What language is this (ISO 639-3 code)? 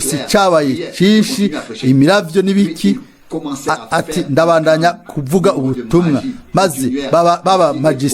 run